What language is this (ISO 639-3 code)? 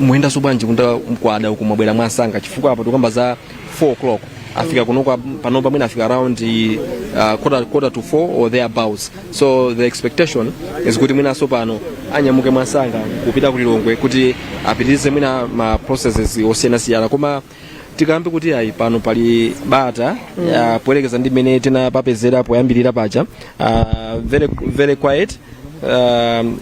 nya